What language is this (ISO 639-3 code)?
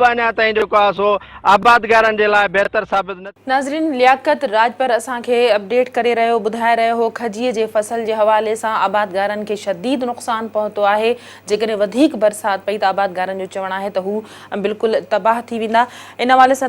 snd